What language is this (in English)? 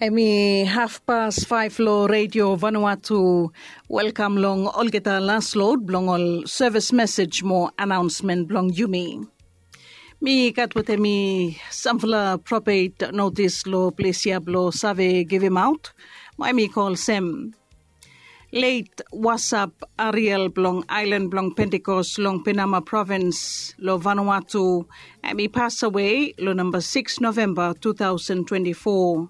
Bislama